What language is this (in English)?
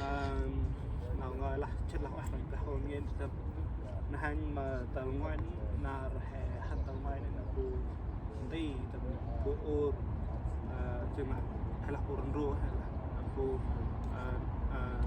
Central Mnong